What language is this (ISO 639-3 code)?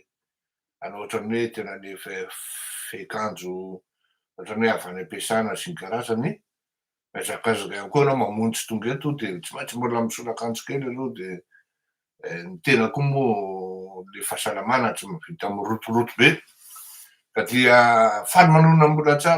mlg